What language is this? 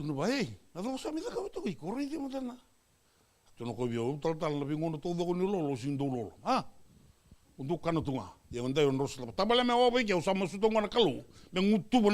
Fijian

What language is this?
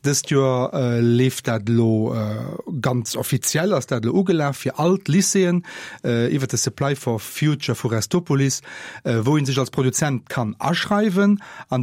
Luxembourgish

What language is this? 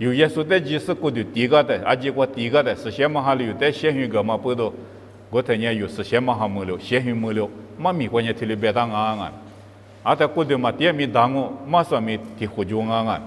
Lisu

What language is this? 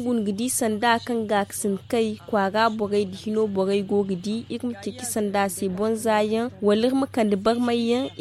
Zarma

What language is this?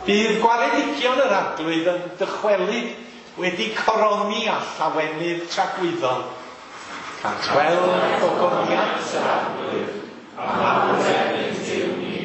Welsh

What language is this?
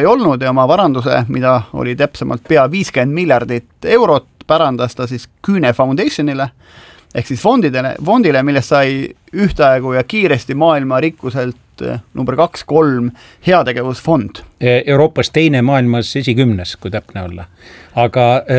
Estonian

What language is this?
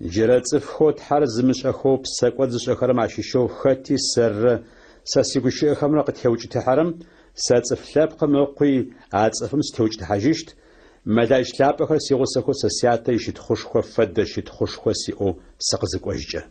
Adyghe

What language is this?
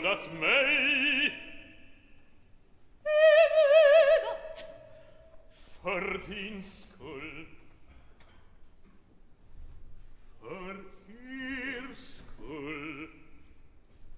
Swedish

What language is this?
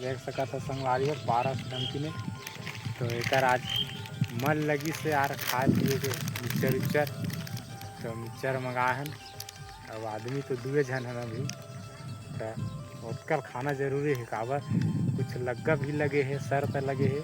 Chhattisgarhi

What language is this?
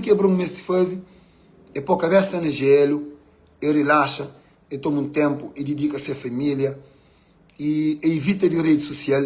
Kabuverdianu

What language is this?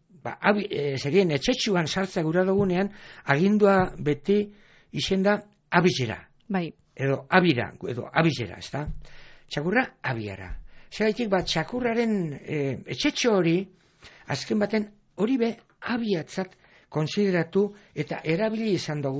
Basque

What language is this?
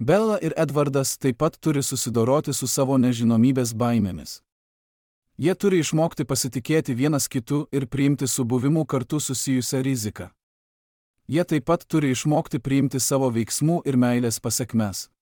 Lithuanian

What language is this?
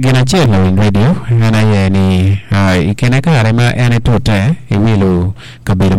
Acoli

